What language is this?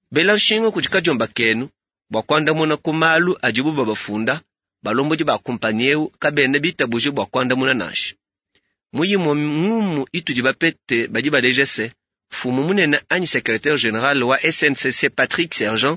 Luba-Lulua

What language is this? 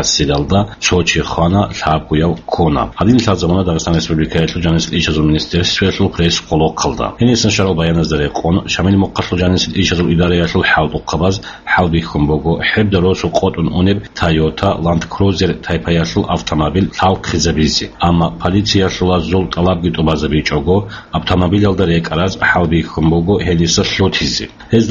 Avaric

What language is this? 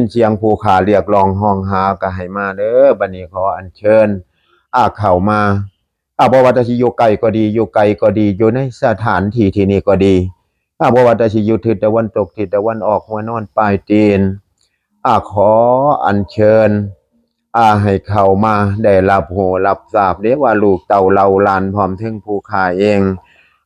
Northeastern Thai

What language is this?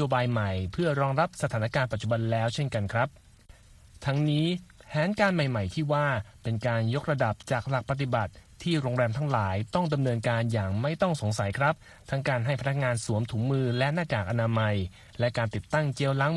Thai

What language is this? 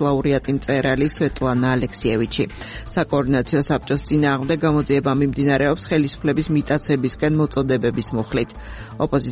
Georgian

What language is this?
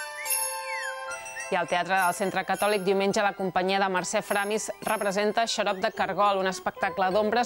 Catalan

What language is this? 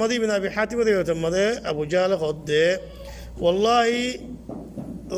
Rohingya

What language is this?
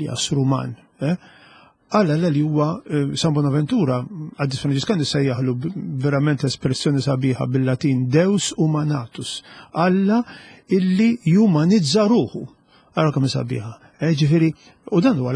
Maltese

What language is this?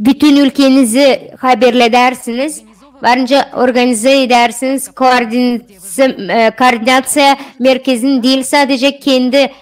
Gagauz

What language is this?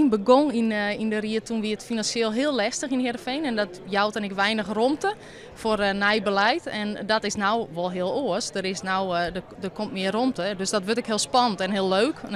Western Frisian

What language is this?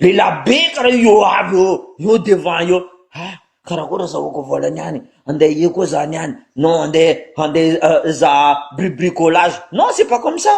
Malagasy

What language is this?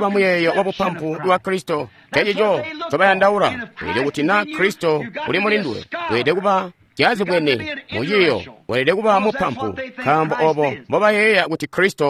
Tonga (Zambia)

